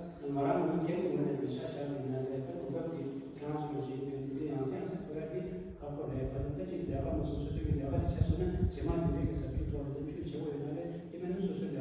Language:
Tibetan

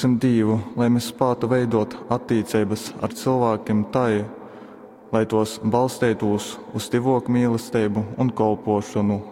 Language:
Latgalian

